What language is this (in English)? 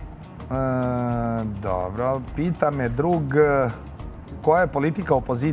Serbian